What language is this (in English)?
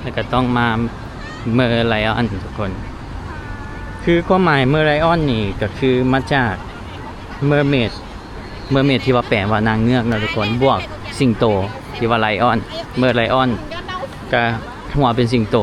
Lao